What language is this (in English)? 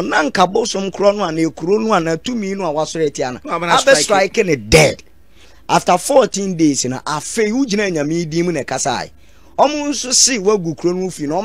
Akan